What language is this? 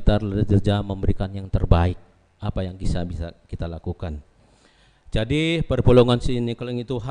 Batak Karo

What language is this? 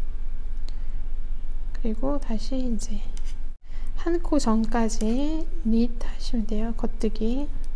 Korean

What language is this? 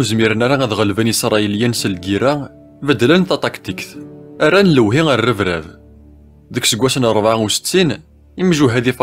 Kabyle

